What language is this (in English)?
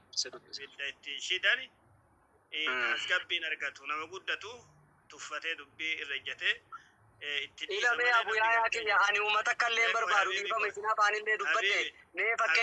Oromo